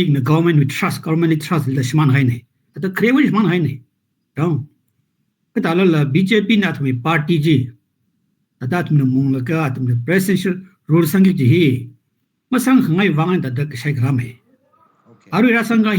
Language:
Tangkhul Naga (India)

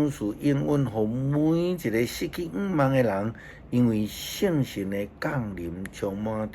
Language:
Min Nan Chinese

